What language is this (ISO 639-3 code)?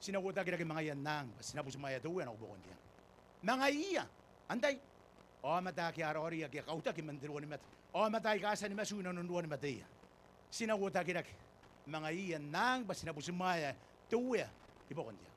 gil